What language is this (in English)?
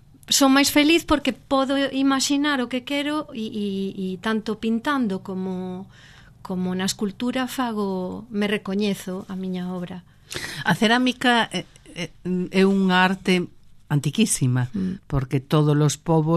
Galician